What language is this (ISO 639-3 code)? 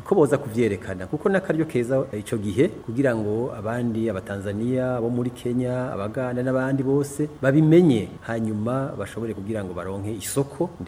run